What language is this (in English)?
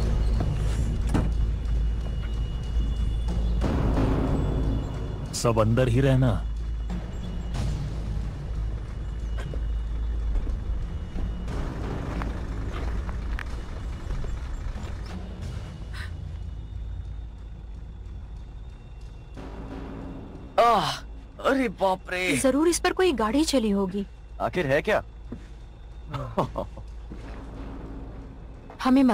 Hindi